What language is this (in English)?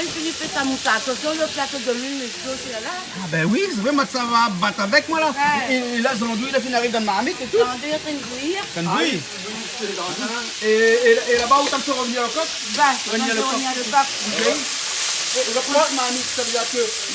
Réunion Creole French